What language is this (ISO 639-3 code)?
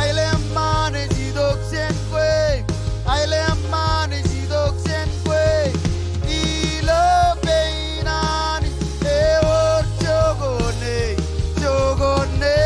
mah